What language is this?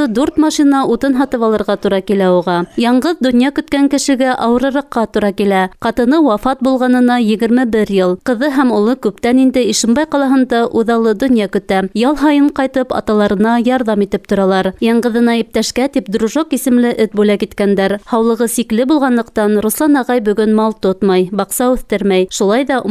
Bashkir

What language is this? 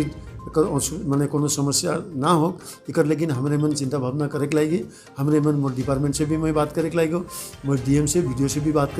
Sadri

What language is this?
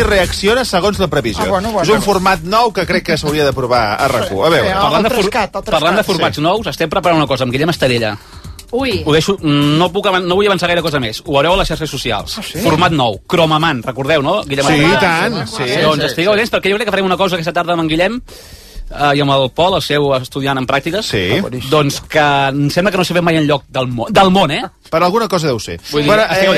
Catalan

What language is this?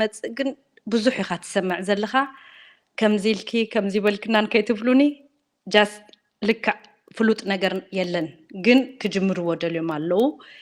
Tigrinya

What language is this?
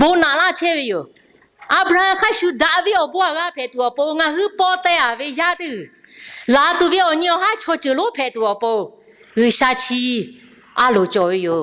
Lahu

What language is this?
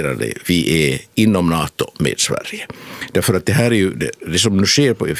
Swedish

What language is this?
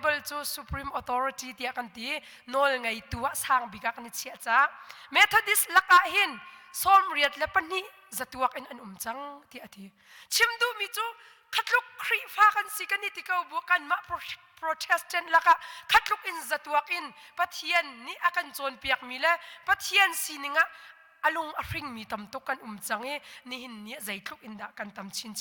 Hakha Chin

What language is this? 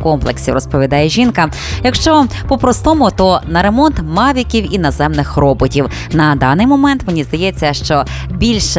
Ukrainian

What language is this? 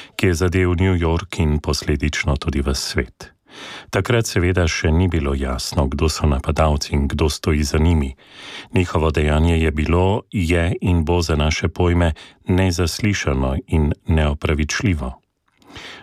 Slovenian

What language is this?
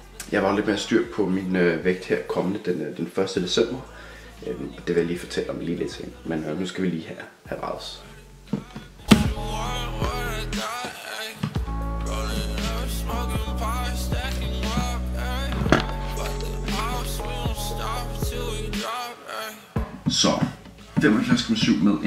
Danish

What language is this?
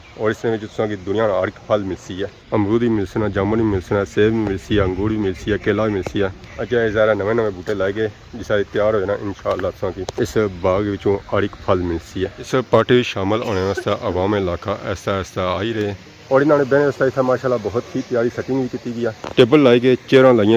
Pahari-Potwari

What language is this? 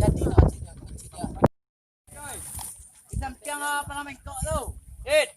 Minangkabau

